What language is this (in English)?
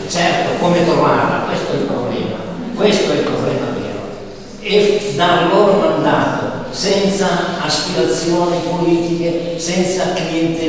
Italian